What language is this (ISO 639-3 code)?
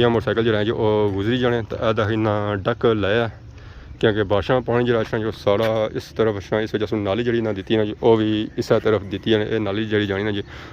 phr